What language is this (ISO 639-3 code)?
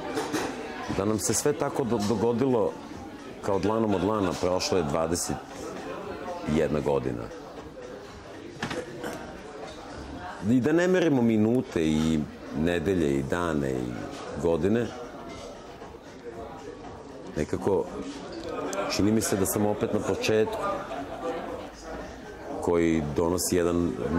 srp